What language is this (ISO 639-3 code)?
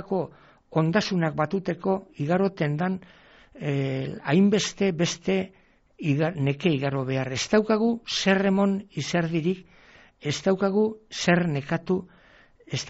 eus